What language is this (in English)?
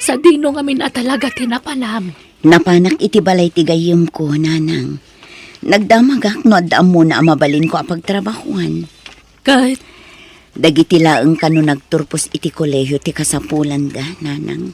Iloko